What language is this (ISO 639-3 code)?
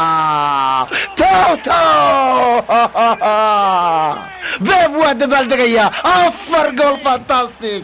som